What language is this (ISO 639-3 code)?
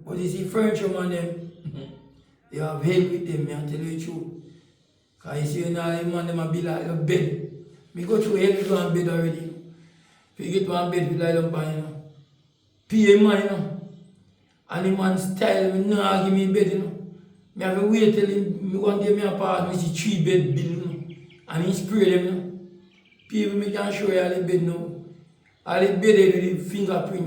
jam